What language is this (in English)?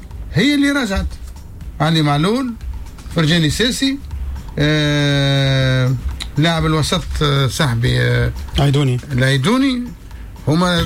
Tunisian Arabic